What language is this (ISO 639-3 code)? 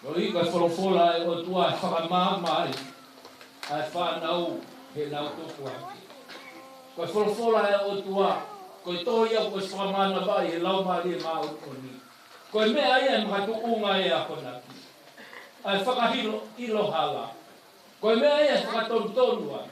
ton